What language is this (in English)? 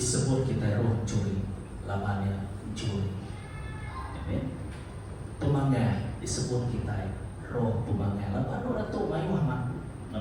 Iban